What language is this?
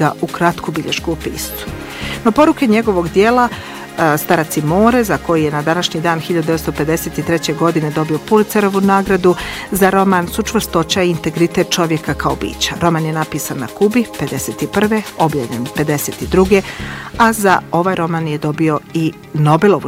Bosnian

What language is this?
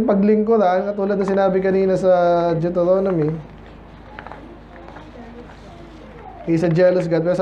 Filipino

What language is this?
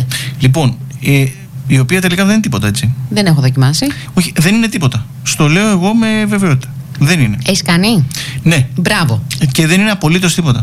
Greek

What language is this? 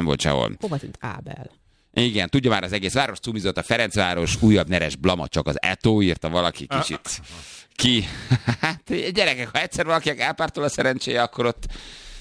Hungarian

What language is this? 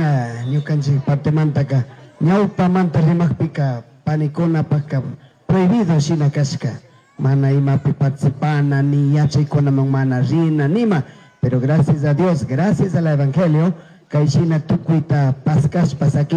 Chimborazo Highland Quichua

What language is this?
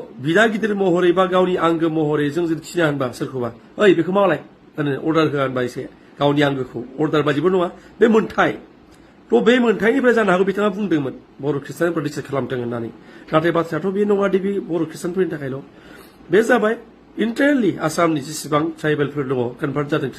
Bodo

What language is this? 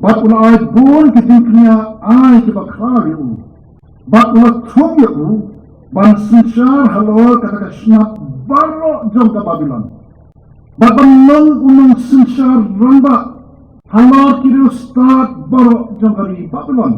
Khasi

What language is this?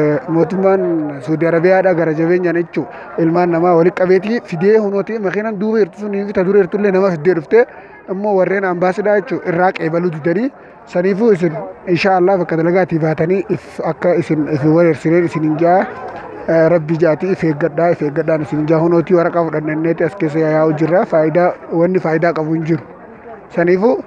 Oromo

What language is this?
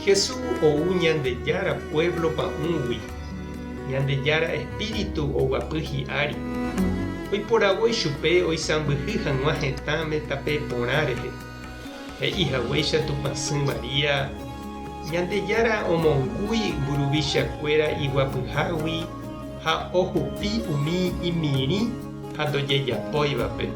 Guarani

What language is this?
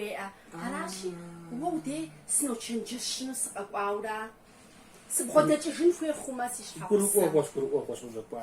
Kabardian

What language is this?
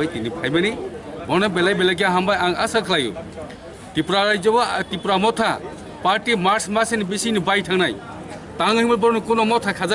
Riang (India)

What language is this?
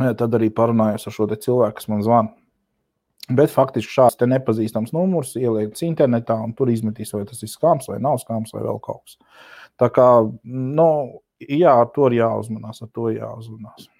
Latvian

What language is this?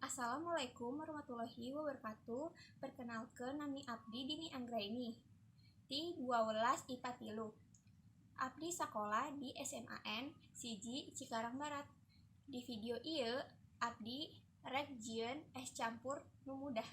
Sundanese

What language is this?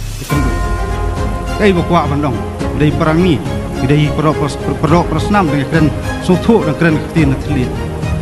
Khasi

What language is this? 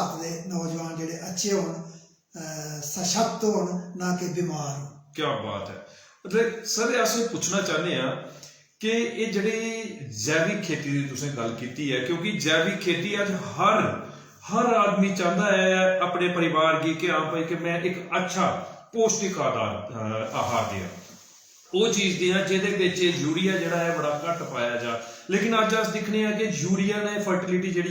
Dogri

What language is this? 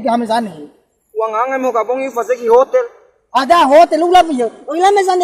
Nias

